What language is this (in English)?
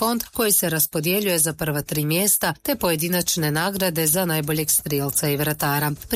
Croatian